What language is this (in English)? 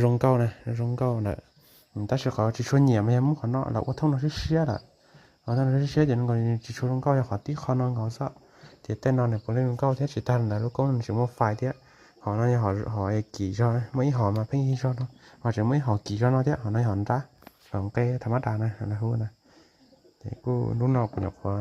Hmong